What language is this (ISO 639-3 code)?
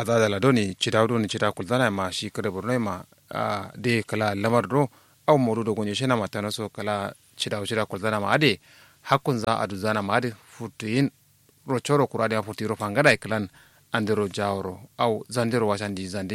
kau